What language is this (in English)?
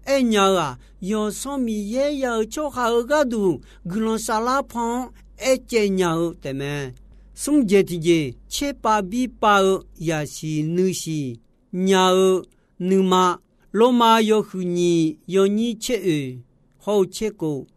Akha